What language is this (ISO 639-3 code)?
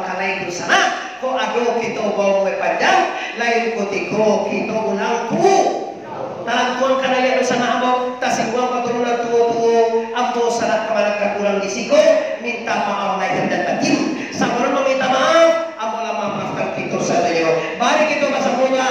min